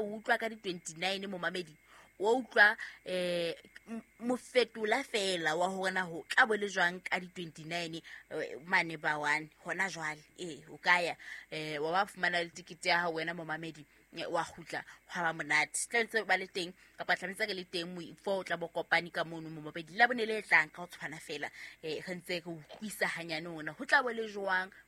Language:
Southern Sotho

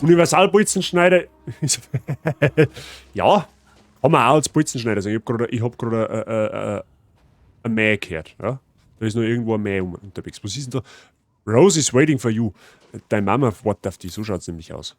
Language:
Bavarian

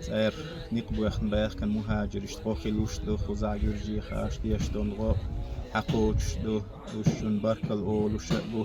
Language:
Chechen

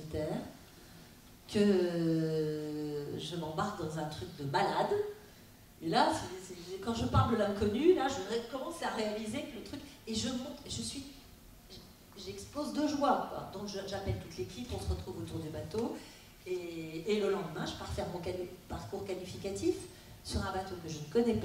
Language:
French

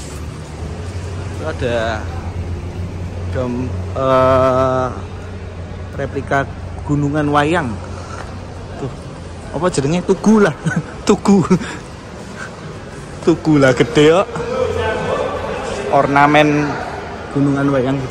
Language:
Indonesian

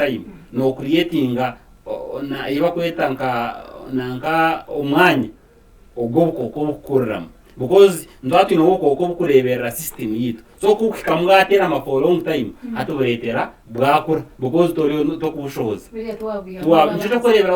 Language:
Nyankole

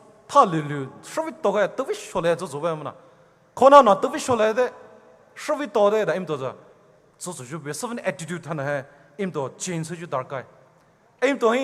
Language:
Poumei Naga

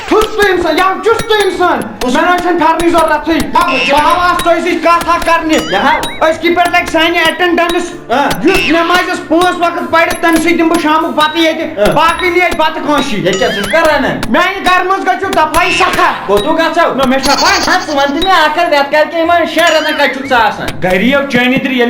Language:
Kashmiri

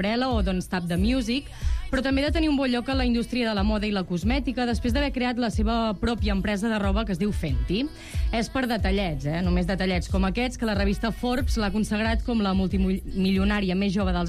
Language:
Catalan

